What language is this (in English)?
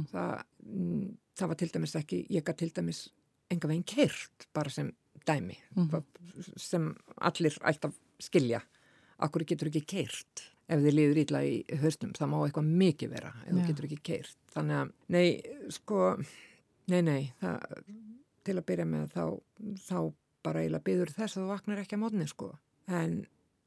Icelandic